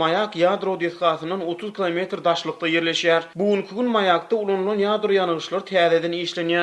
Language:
Turkmen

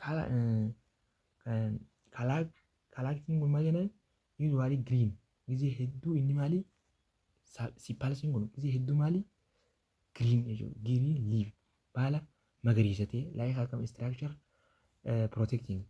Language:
Oromo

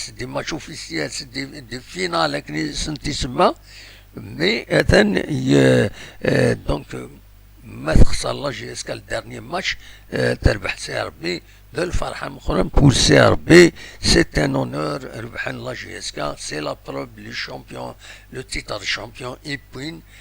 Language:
Kabyle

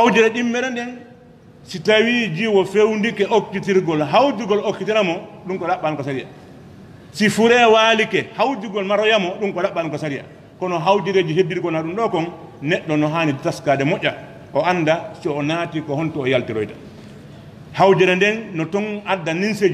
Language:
Fula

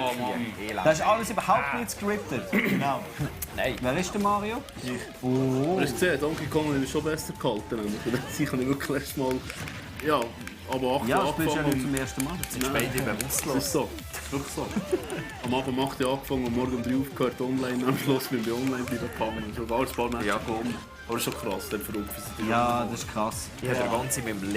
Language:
Swiss German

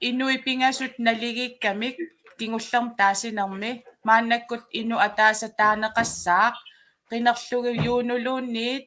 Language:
Kalaallisut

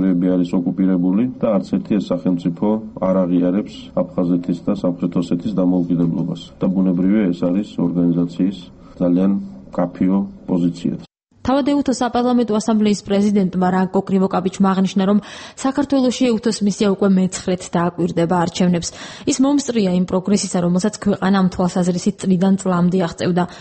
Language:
Georgian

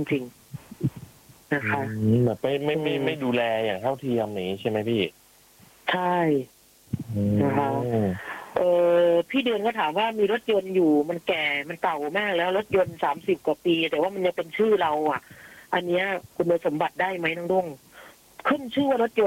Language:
Thai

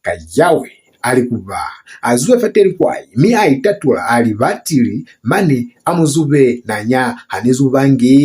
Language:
Lozi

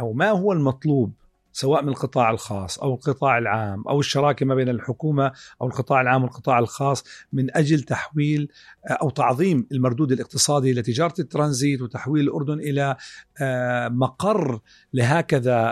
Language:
North Levantine Arabic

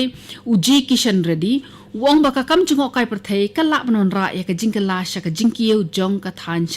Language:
Khasi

